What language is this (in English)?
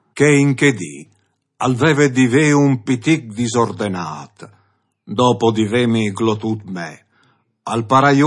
Friulian